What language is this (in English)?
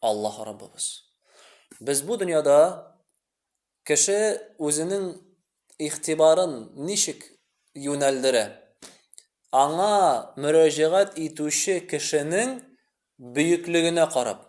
Tatar